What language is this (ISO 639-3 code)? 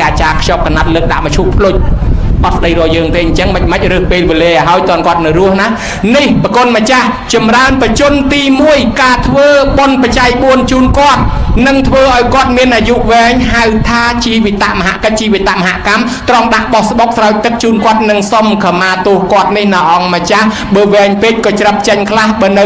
khm